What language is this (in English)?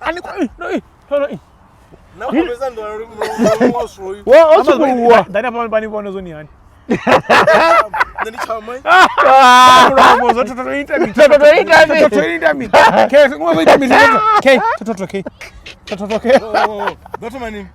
Venda